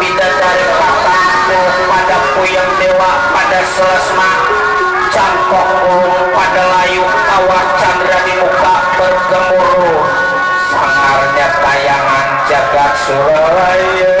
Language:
Betawi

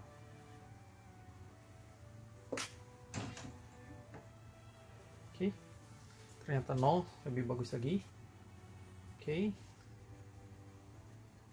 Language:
Indonesian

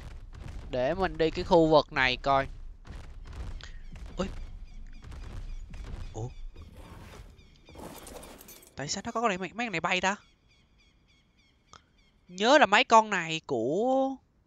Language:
Vietnamese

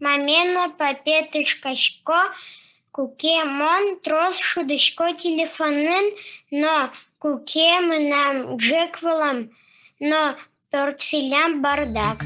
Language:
Udmurt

